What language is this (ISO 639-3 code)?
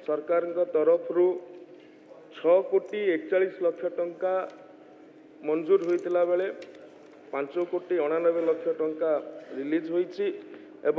ori